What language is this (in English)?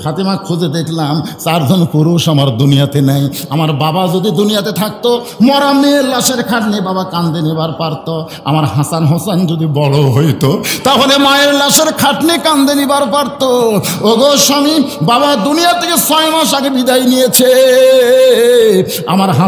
Bangla